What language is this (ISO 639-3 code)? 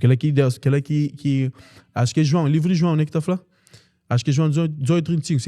kea